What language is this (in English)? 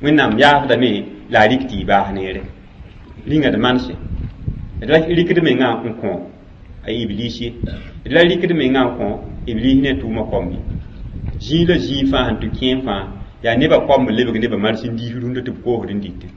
Mossi